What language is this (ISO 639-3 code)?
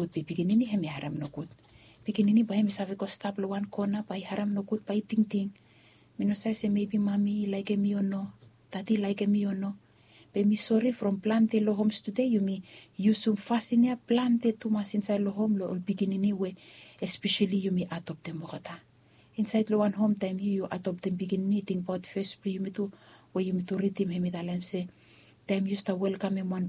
bis